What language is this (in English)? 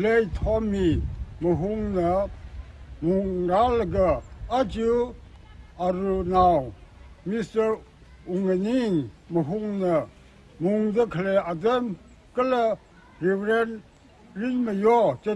Tangkhul Naga (India)